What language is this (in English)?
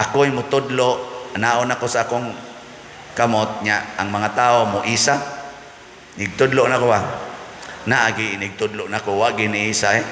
Cebuano